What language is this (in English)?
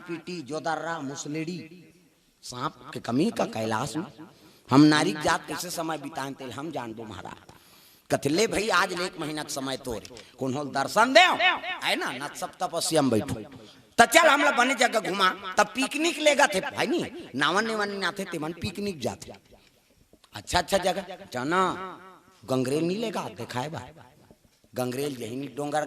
Chhattisgarhi